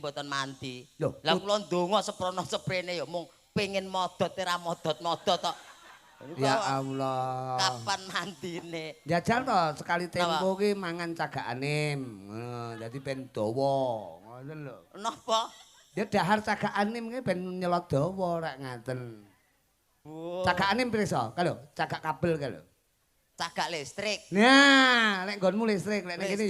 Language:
Javanese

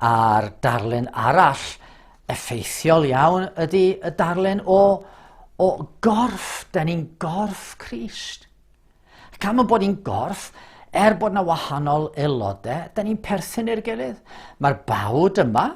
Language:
Welsh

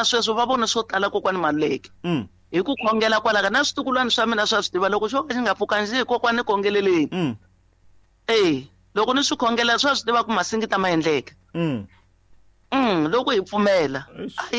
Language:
Tsonga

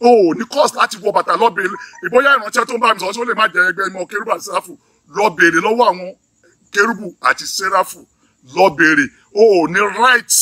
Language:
Yoruba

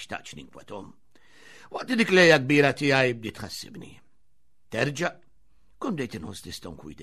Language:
Maltese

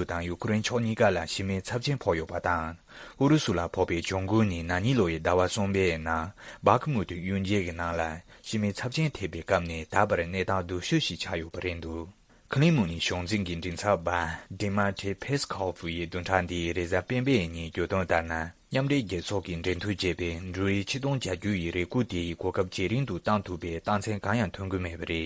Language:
Tibetan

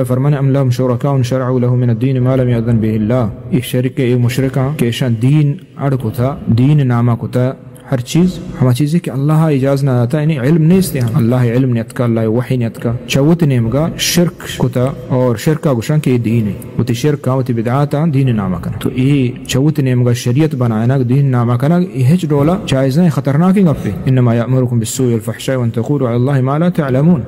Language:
Eastern Balochi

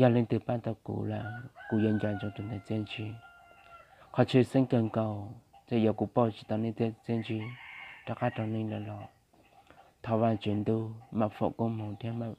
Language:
Hmong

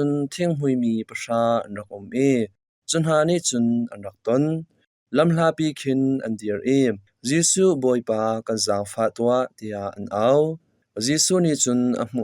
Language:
Hakha Chin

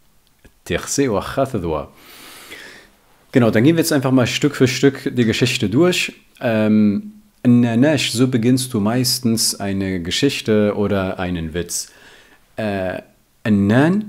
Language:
German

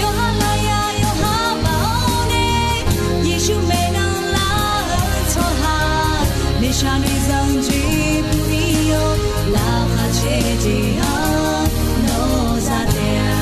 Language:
Akha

